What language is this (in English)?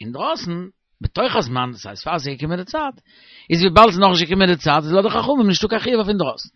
Yiddish